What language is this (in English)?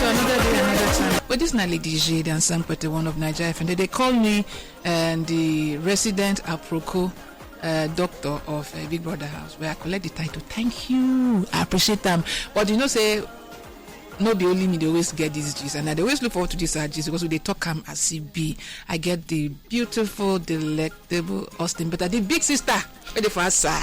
Nigerian Pidgin